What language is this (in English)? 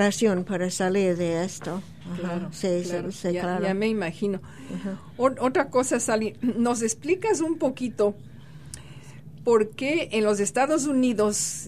Spanish